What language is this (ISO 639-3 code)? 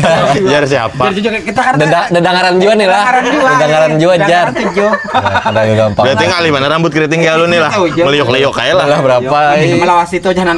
bjn